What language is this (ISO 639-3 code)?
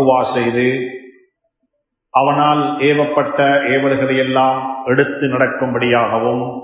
tam